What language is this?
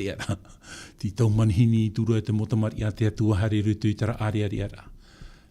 Tahitian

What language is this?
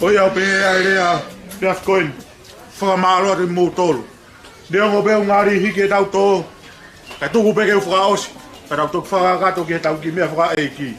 Tongan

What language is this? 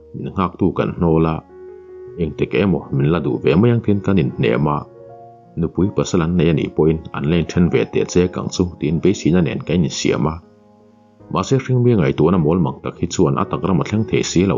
Mizo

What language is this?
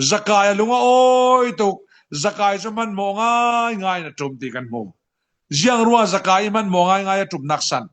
Falam Chin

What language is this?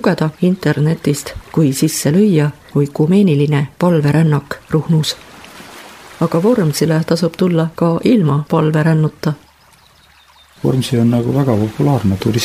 Estonian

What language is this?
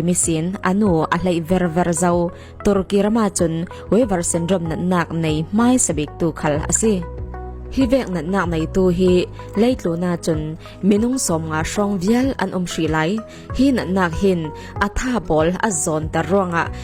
Falam Chin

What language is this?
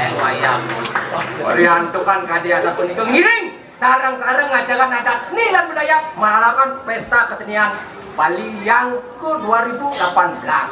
Balinese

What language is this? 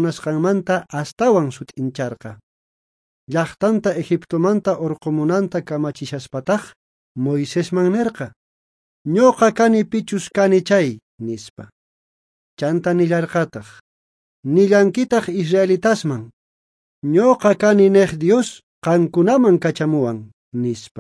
South Bolivian Quechua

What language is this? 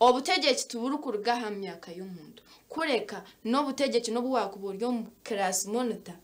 Nyankole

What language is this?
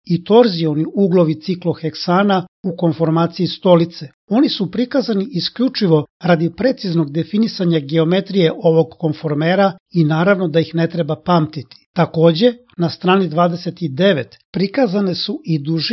Serbian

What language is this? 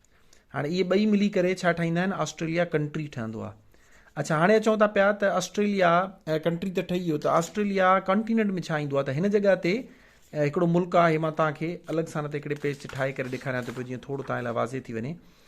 Sindhi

